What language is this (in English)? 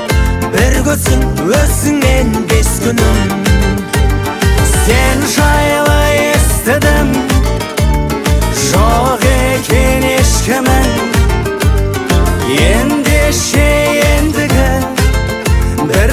Kazakh